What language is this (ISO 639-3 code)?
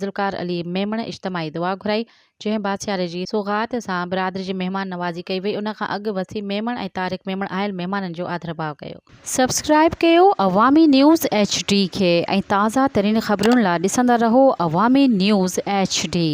snd